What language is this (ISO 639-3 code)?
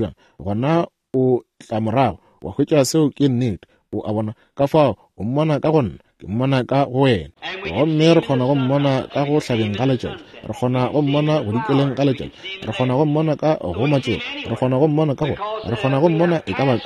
nso